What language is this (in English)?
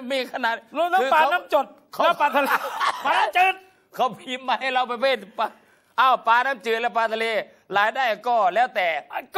Thai